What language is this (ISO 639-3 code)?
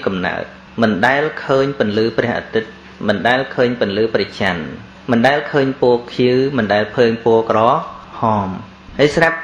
khm